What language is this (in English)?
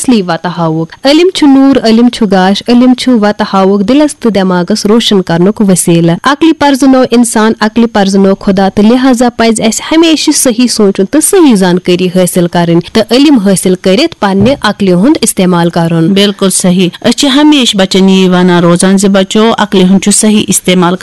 Kashmiri